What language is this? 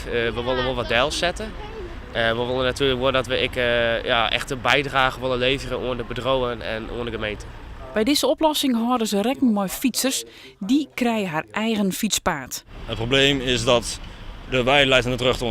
Western Frisian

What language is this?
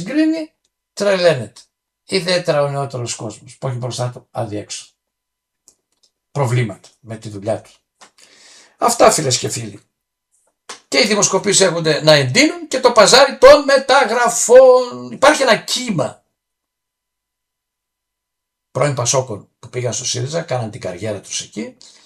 Greek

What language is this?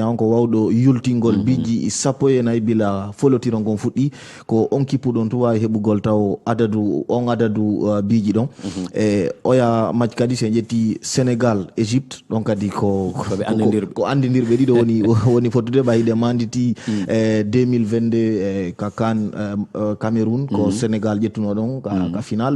Fula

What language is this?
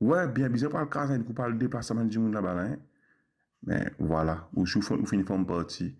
Morisyen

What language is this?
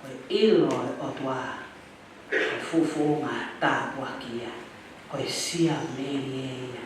Tongan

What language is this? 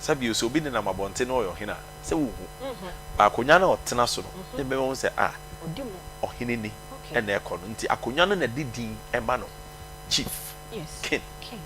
Akan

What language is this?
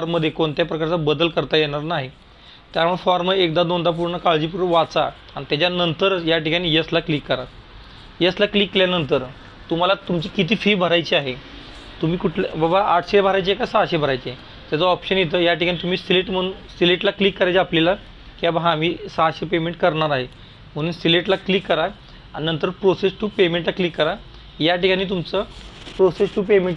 Marathi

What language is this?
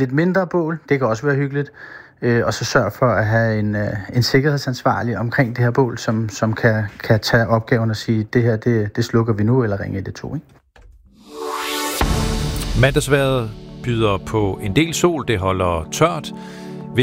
Danish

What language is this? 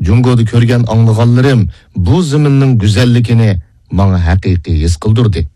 Uyghur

